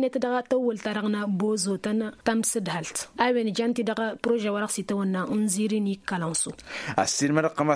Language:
Tamasheq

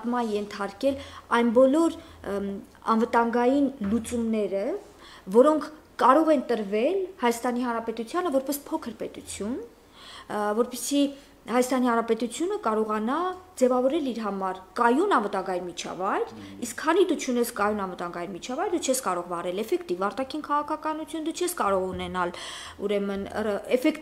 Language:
Armenian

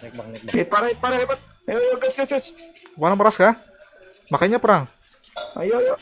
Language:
Banjar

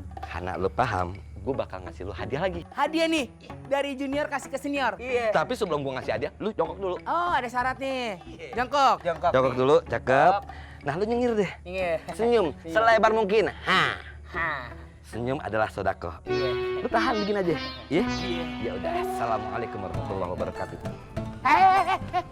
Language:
Betawi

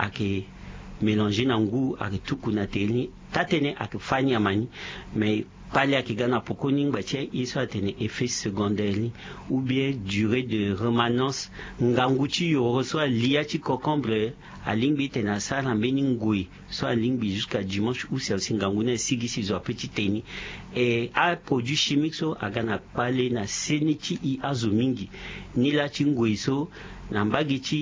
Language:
Sango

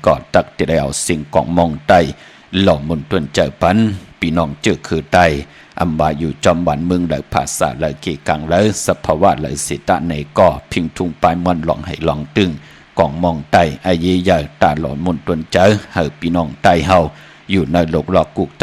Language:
Shan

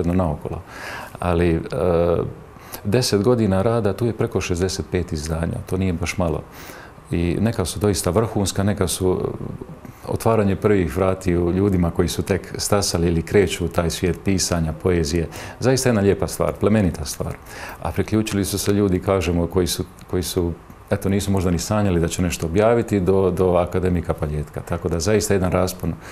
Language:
Croatian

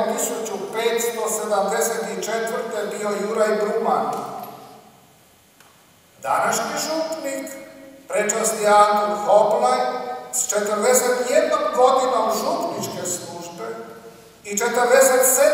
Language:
Croatian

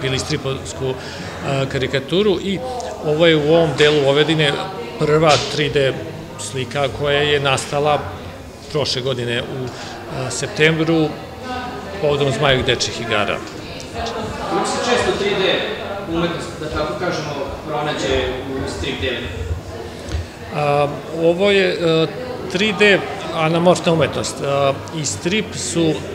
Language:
Serbian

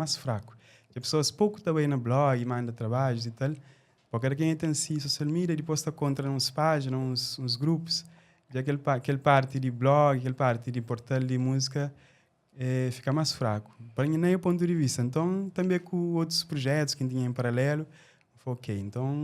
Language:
Kabuverdianu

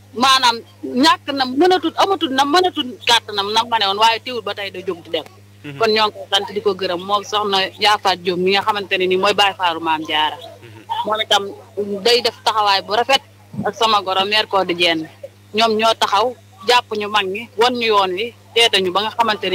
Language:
Wolof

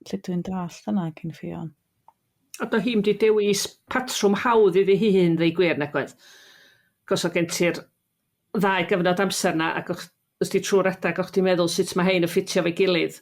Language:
Welsh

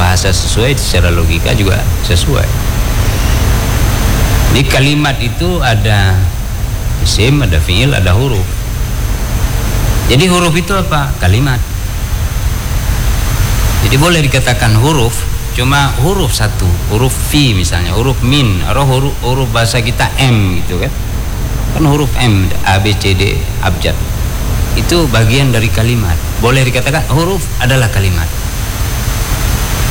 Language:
Indonesian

